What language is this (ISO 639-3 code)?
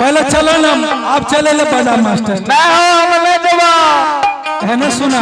anp